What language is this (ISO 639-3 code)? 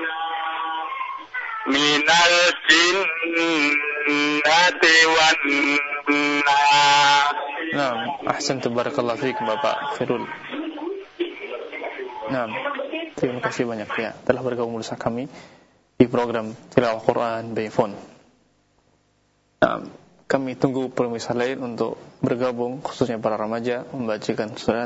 ind